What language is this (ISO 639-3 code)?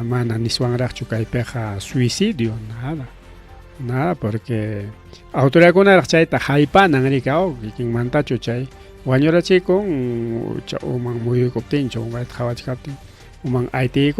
quy